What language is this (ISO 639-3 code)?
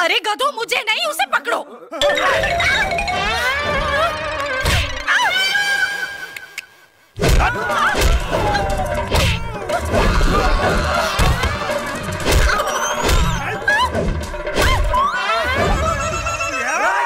bho